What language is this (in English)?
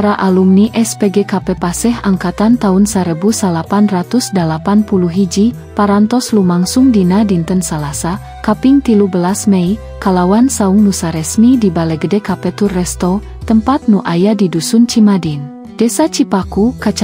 Sundanese